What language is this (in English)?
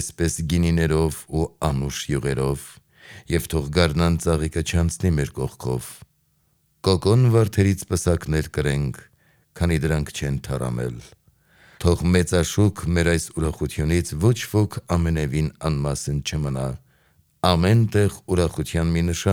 Armenian